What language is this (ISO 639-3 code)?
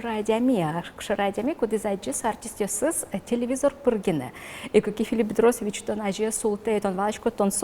udm